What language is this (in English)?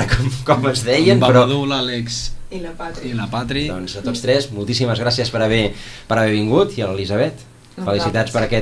Catalan